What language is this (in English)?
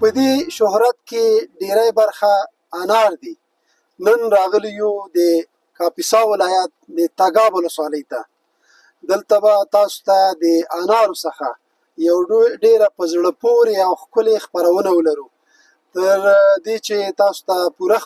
Pashto